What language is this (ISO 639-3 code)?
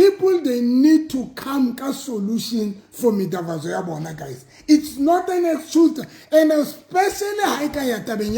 sot